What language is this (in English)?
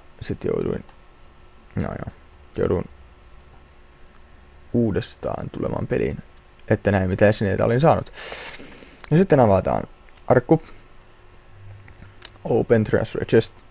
Finnish